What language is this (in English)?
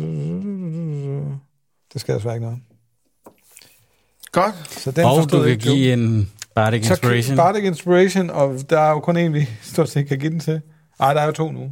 Danish